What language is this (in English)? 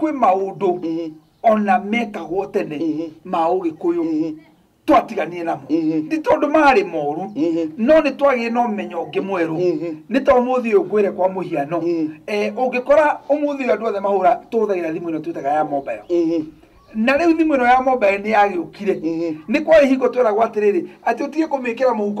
Kikuyu